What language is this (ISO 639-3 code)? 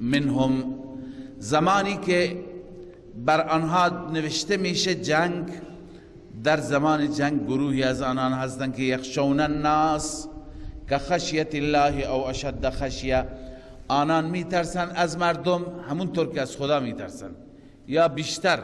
fas